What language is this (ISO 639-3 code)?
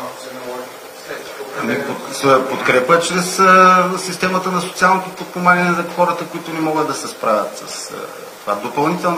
bul